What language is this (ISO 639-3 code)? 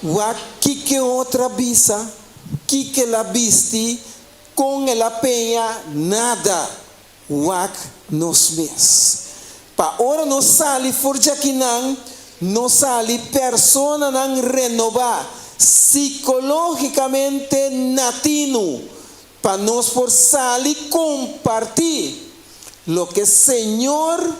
pap